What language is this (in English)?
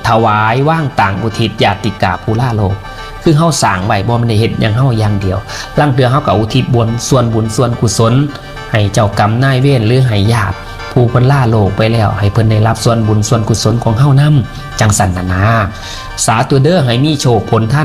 Northeastern Thai